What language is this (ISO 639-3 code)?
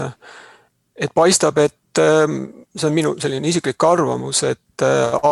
est